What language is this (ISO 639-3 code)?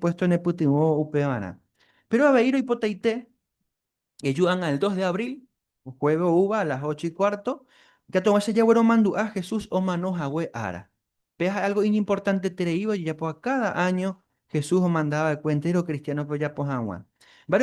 grn